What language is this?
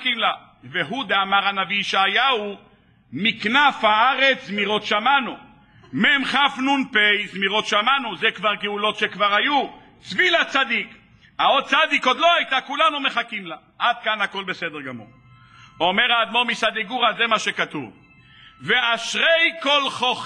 Hebrew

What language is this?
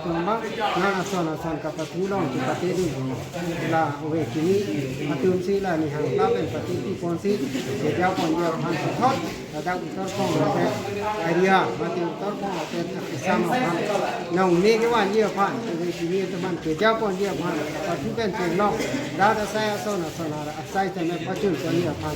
Karbi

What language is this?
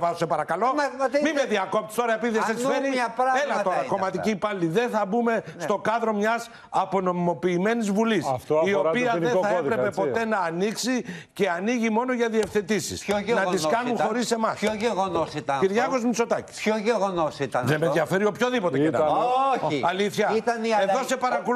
Greek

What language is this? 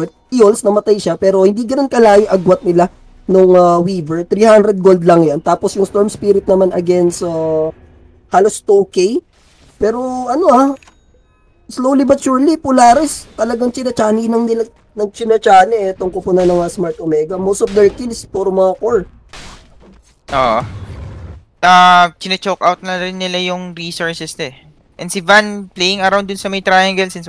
Filipino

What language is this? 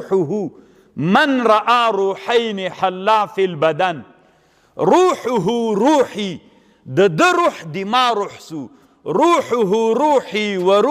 Pashto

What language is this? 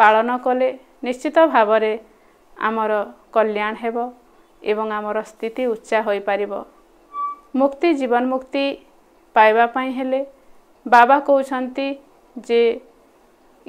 Odia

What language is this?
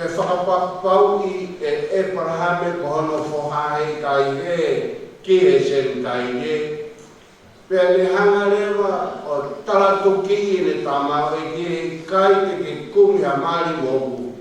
Tongan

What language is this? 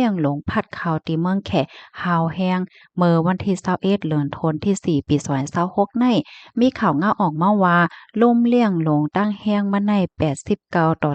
Shan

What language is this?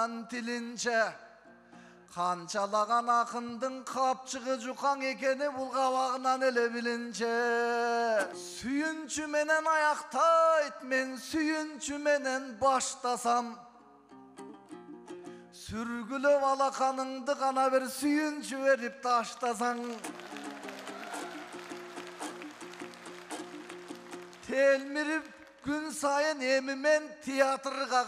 Kyrgyz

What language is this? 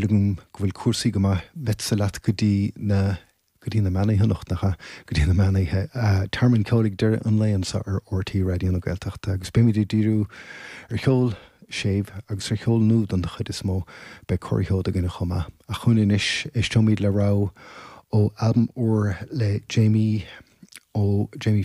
Irish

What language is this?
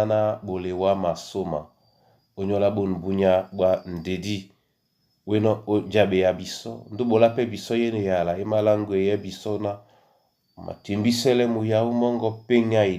Duala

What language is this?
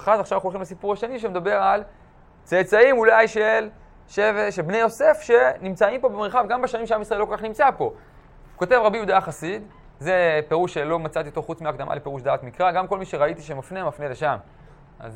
Hebrew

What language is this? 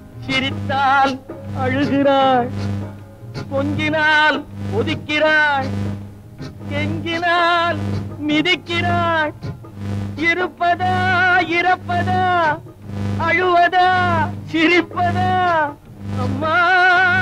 Tamil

